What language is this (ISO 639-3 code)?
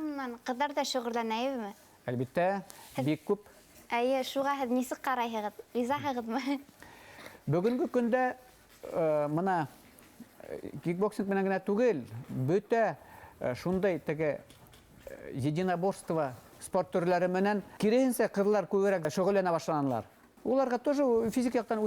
bak